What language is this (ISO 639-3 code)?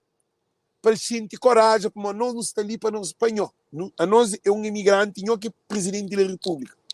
kea